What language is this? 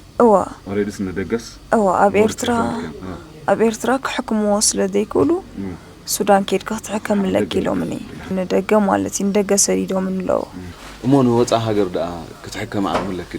Tigrinya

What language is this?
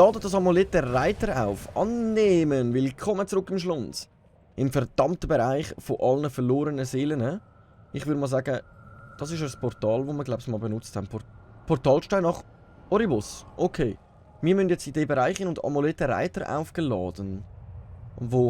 Swiss German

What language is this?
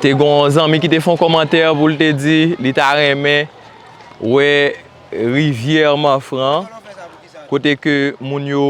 Haitian Creole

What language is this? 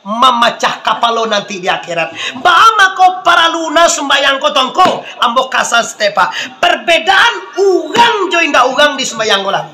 Minangkabau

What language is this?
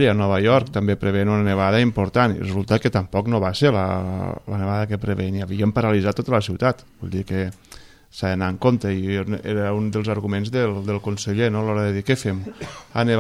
Catalan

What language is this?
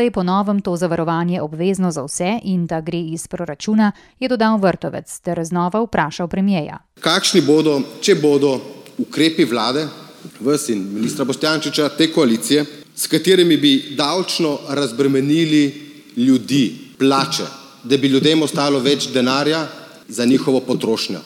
Slovenian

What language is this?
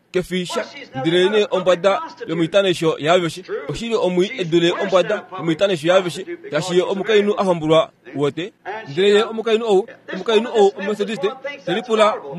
Kuanyama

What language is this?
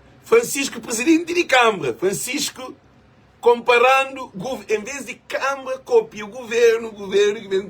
Kabuverdianu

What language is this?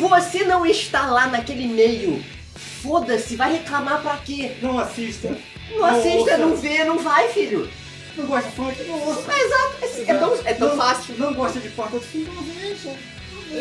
Portuguese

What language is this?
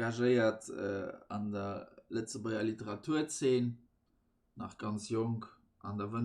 Luxembourgish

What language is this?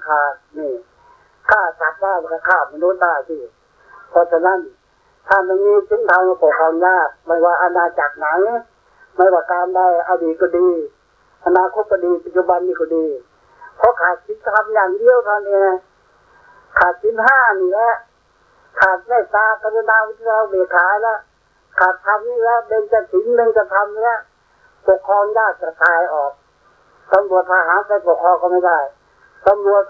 Thai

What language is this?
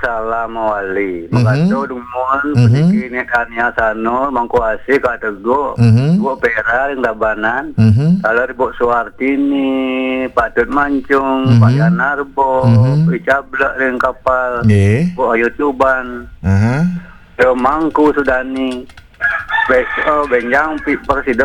Balinese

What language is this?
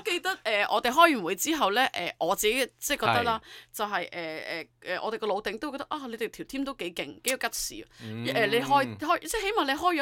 Cantonese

